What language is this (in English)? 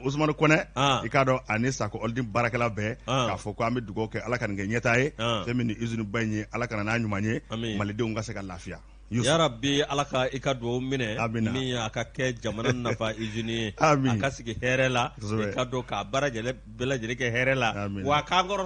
Bambara